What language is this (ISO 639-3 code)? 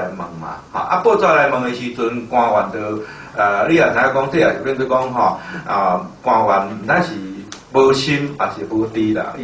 nan